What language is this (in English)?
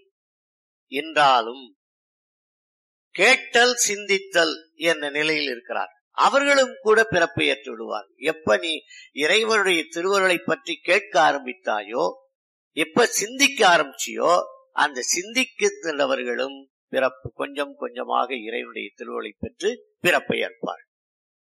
Tamil